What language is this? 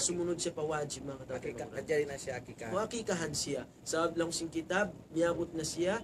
Tausug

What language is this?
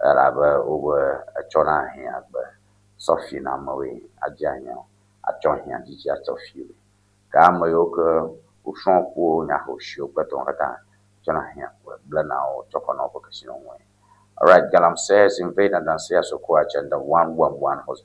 Ewe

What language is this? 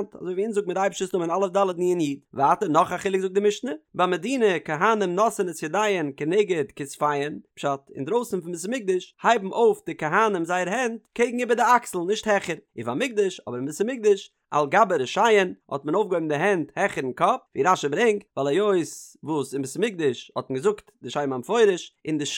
Yiddish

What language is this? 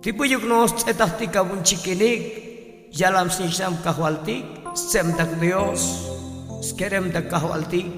Tzotzil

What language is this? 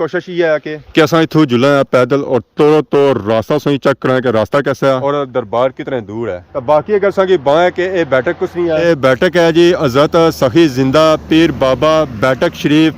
Pahari-Potwari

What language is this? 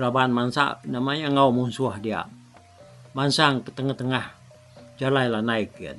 Iban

